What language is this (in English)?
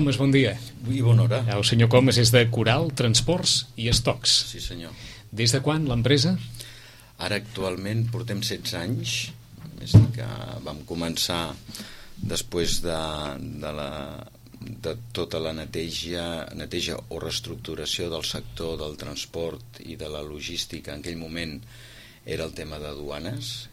Catalan